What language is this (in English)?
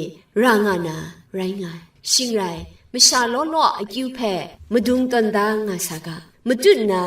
Kachin